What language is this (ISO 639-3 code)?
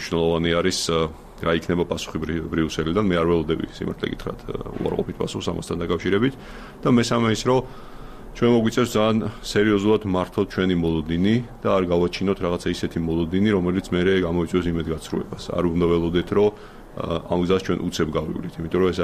kat